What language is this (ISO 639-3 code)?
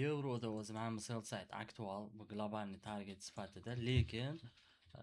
uzb